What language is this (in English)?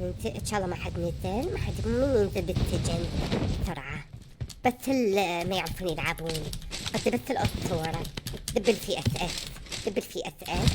Mesopotamian Arabic